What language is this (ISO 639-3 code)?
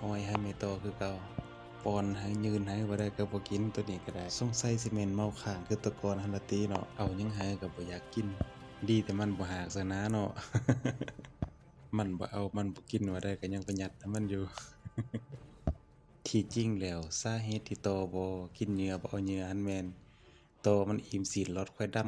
lao